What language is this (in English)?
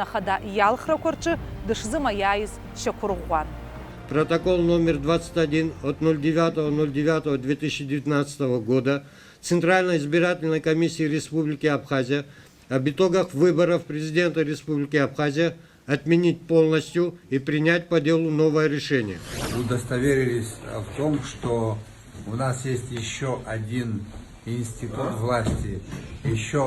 Abkhazian